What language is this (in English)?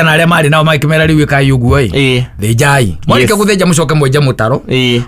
Kikuyu